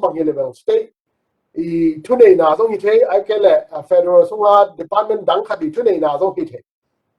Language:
Tedim Chin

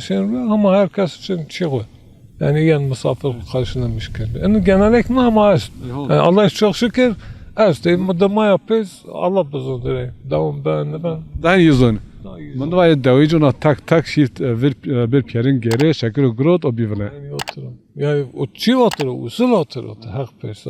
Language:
Zaza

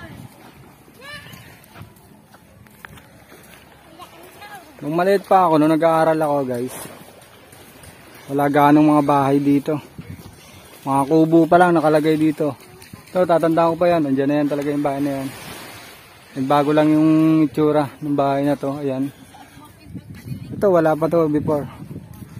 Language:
Filipino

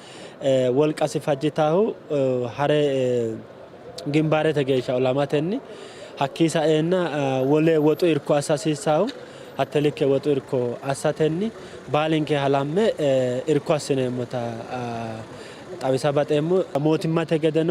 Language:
Sidamo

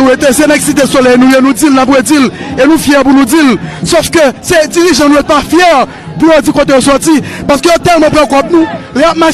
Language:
Haitian Creole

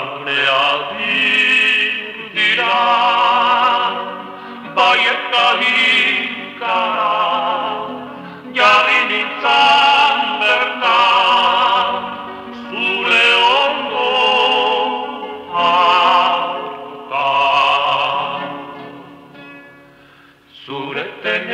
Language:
Basque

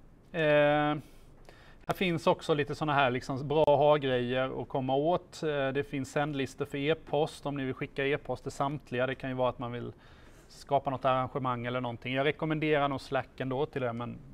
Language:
Swedish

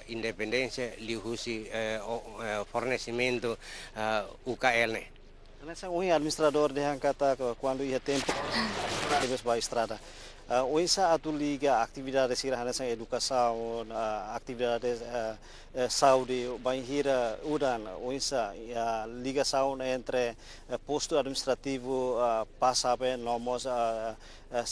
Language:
Tetum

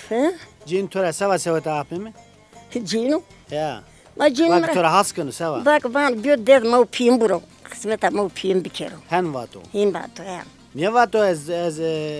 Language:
Zaza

